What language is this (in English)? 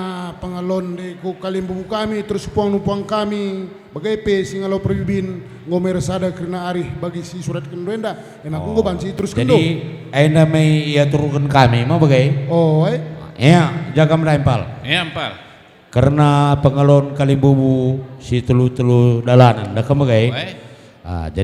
Batak Karo